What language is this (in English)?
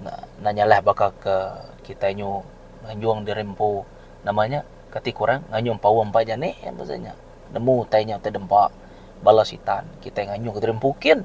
Iban